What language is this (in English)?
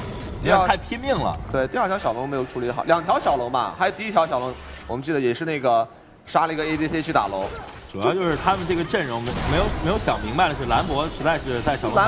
Chinese